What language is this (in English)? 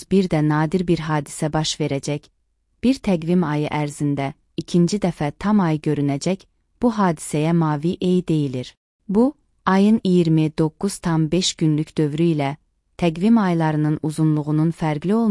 Azerbaijani